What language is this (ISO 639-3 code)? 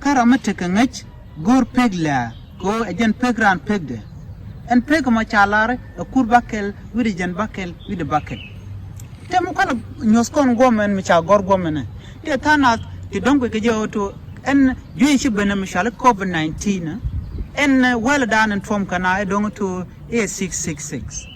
nus